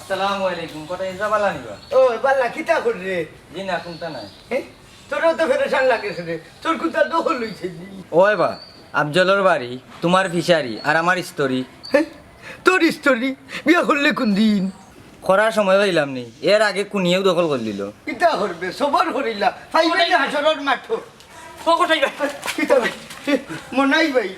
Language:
Sylheti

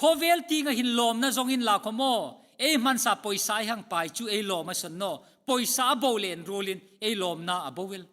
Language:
Hmar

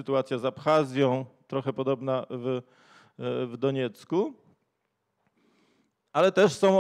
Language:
Polish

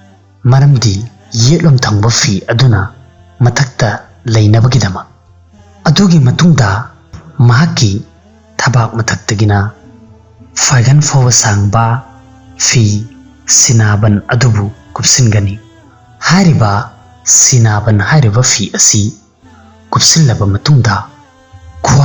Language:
Manipuri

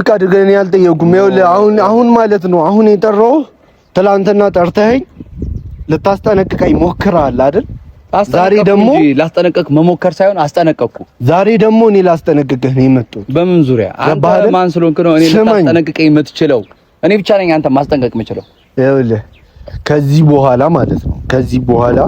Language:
Amharic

